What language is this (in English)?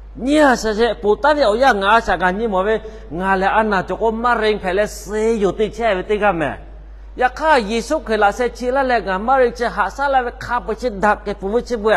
Lahu